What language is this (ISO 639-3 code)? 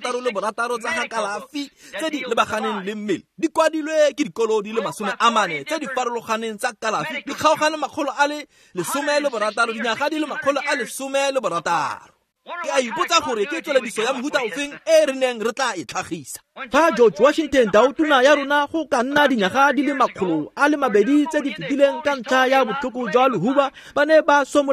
tsn